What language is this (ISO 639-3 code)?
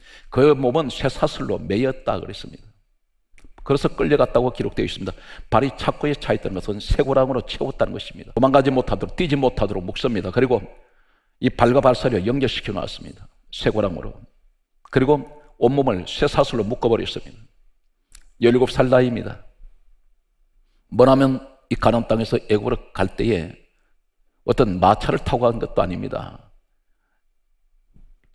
kor